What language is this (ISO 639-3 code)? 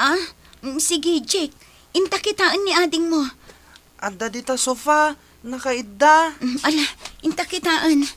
ilo